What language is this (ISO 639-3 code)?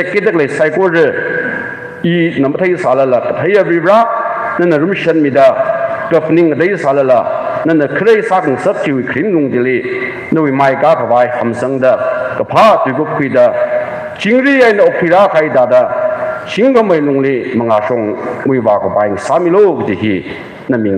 nmf